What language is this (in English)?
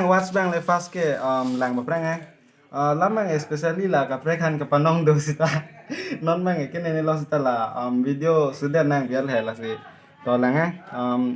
Karbi